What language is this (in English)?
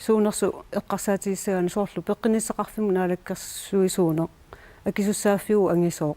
Kalaallisut